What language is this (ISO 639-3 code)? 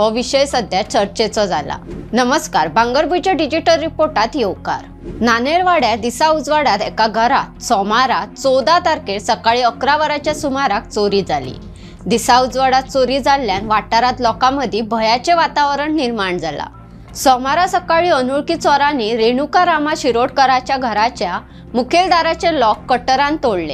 kok